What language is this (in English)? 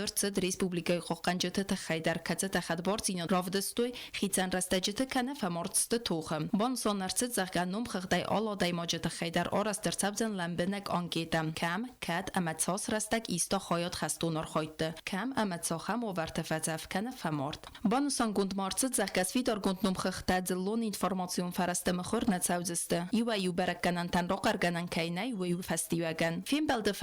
Ossetic